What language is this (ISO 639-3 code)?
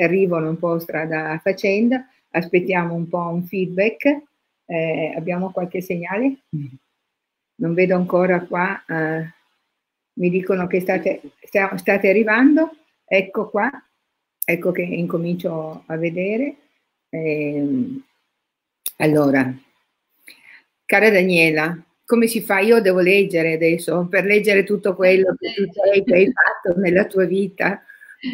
ita